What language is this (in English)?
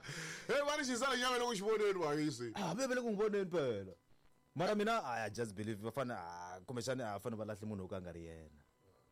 Tsonga